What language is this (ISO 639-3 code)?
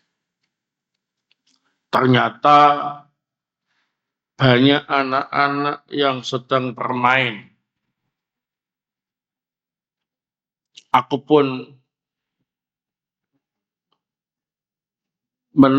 ind